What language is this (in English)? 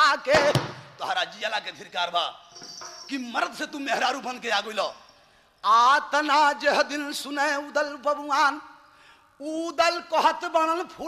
Bhojpuri